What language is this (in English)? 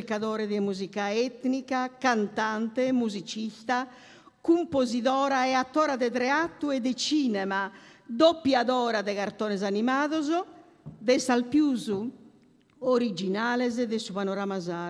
Sardinian